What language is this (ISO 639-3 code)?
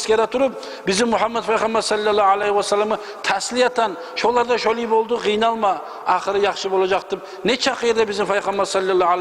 kum